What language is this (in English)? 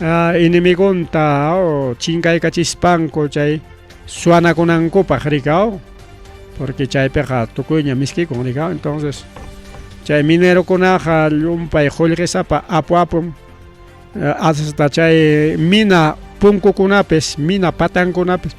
Ayacucho Quechua